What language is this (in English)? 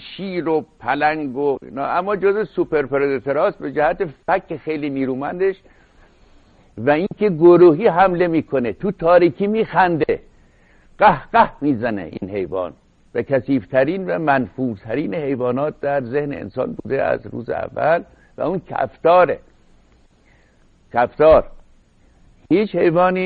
Persian